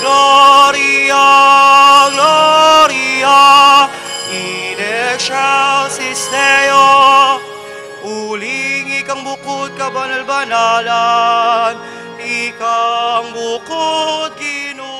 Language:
Pampanga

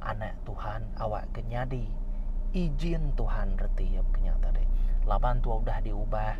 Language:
Iban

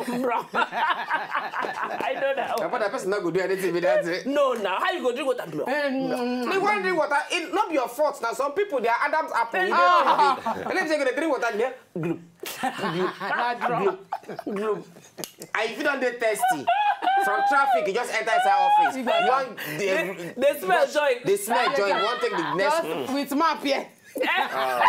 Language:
Nigerian Pidgin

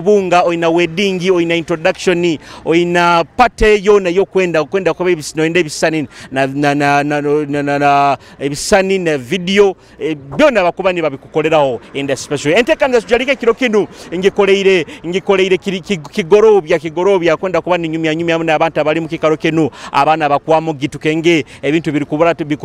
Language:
Nyoro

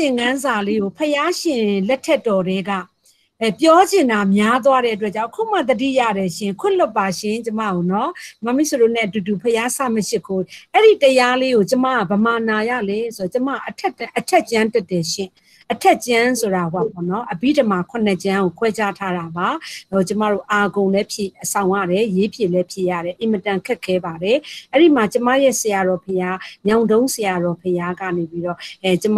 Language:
Burmese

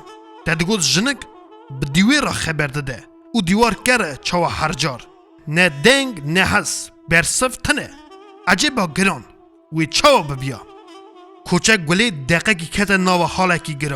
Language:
Kurdish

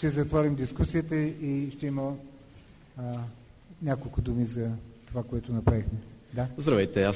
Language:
Bulgarian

